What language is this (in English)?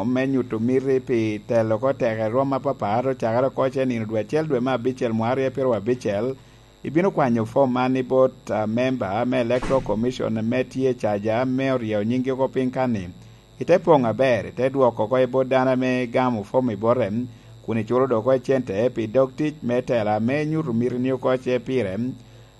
Lango (Uganda)